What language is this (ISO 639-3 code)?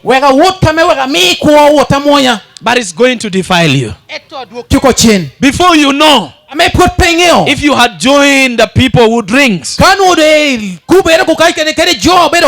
laj